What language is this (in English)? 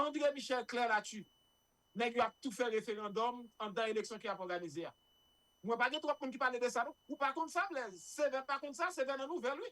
Haitian Creole